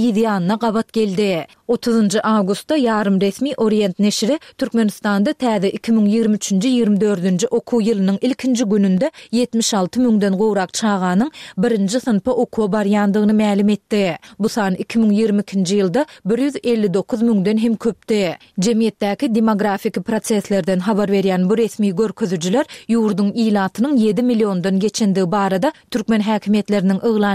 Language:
Turkmen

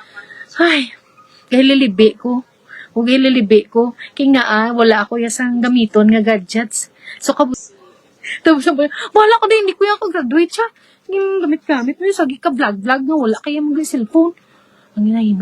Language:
Hiligaynon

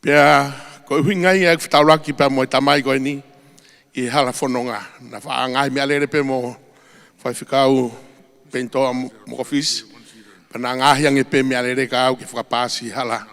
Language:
Tongan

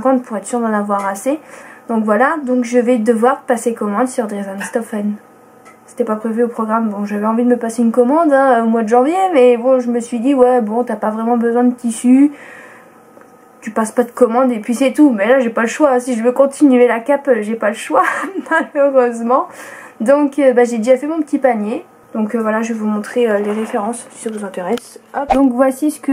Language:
French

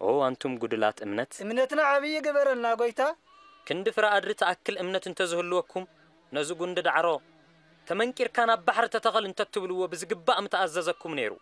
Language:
Tigrinya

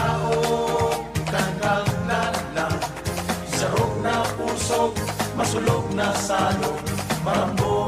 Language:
Bikol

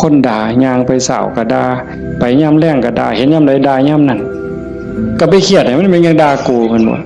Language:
Northeastern Thai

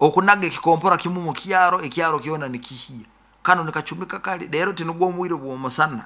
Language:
Nyoro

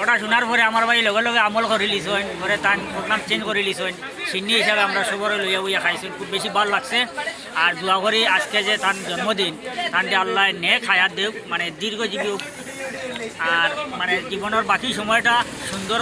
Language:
Sylheti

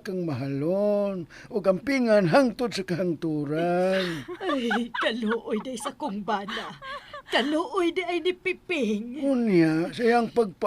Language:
Cebuano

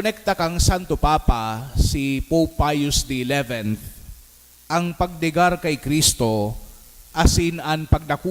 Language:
Bikol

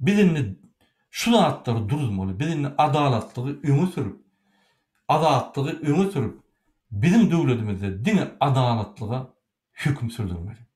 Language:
Turkmen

